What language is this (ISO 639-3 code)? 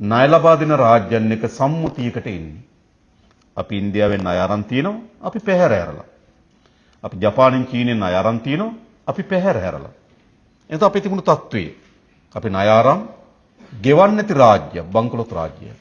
sin